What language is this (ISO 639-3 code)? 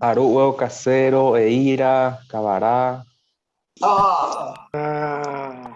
grn